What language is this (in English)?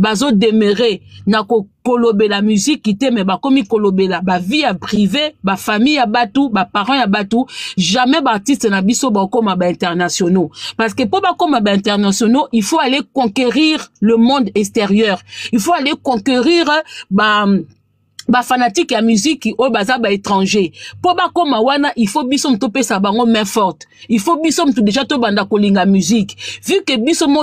Lingala